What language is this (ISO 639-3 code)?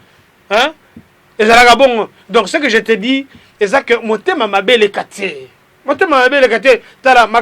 lin